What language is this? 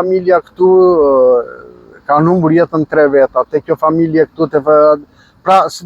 Albanian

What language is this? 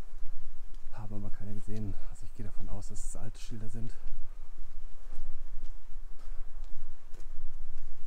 German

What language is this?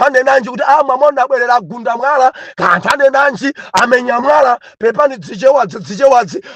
Nyanja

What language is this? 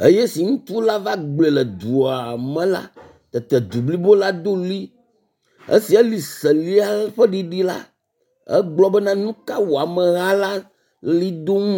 Ewe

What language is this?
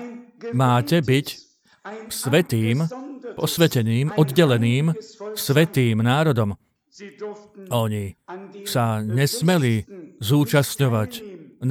Slovak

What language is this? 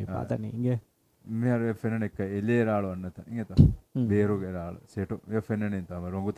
Divehi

